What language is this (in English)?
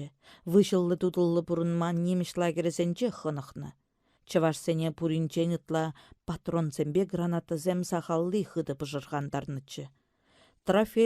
Chuvash